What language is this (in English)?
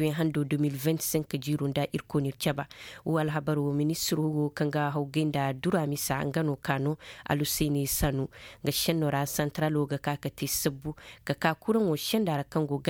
Koyraboro Senni